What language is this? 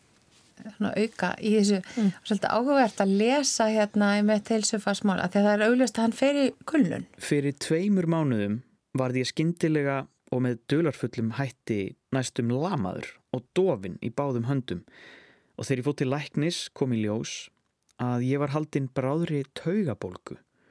Icelandic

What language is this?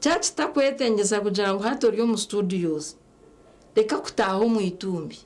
Nyankole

